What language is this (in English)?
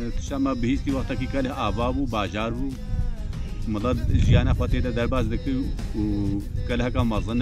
Kurdish